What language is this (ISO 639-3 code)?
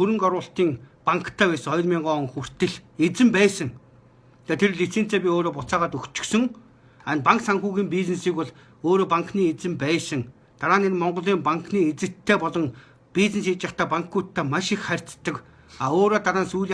mon